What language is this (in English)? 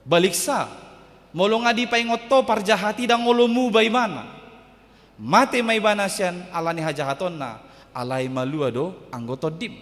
Batak Toba